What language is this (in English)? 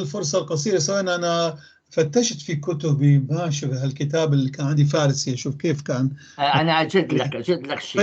North Levantine Arabic